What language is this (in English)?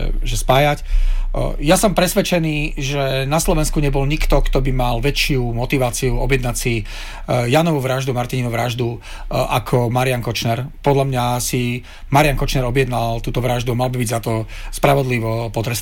Slovak